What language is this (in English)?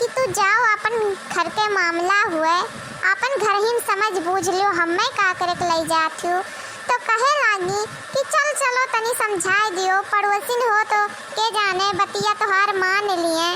Awadhi